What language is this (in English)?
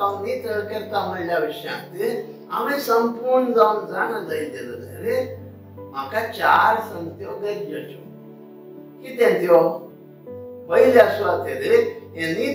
Konkani